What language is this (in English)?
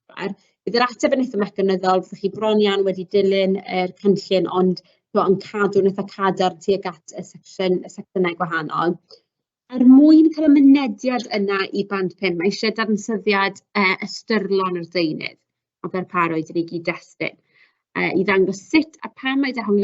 Welsh